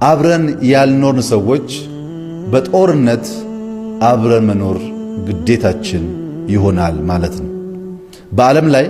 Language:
Amharic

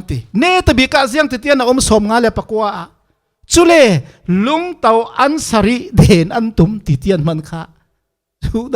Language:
Falam Chin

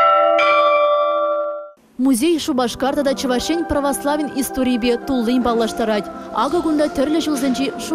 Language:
Chuvash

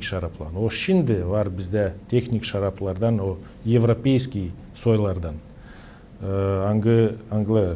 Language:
Gagauz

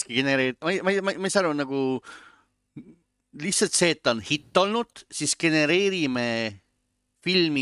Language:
Estonian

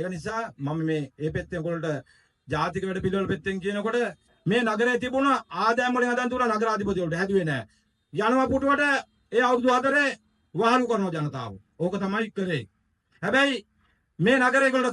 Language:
Sinhala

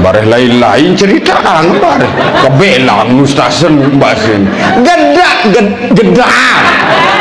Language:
Sasak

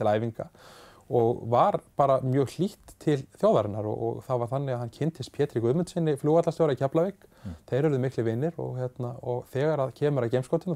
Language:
Icelandic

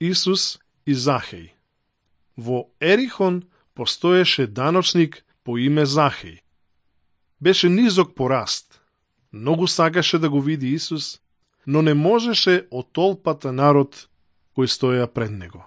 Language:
Macedonian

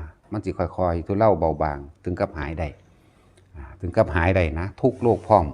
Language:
Northeastern Thai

